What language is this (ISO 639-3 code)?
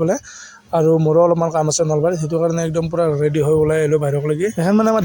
asm